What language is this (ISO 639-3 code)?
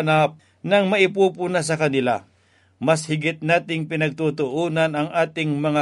fil